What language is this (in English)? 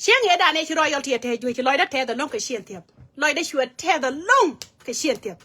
Nuer